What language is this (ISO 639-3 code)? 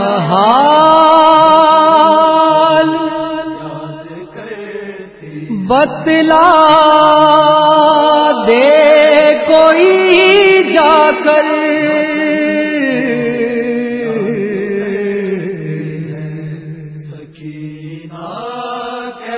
urd